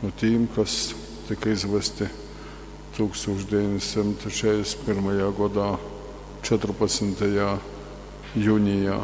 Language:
Latgalian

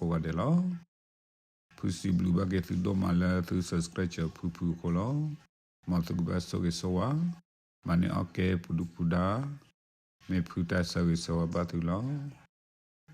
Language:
S'gaw Karen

